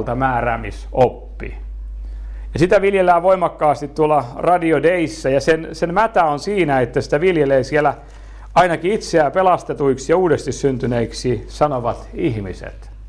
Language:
Finnish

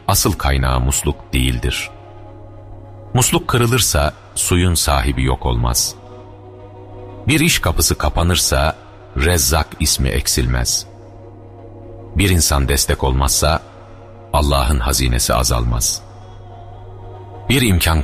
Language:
Turkish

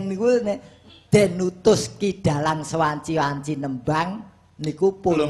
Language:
Javanese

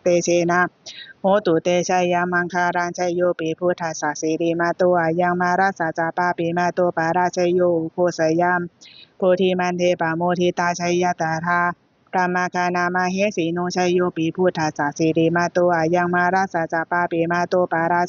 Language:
Pali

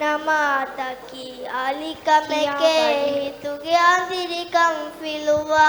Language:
Divehi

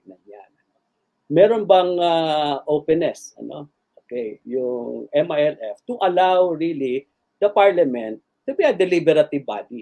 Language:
Filipino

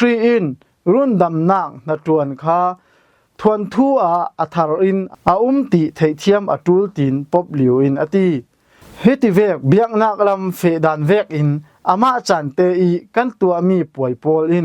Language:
Falam Chin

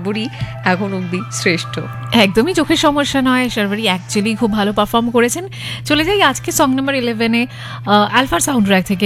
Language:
Bangla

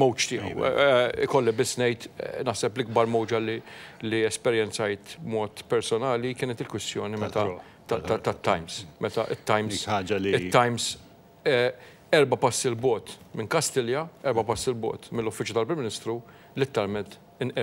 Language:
Maltese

